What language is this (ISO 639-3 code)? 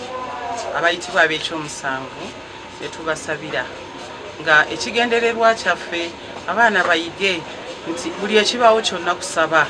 nyn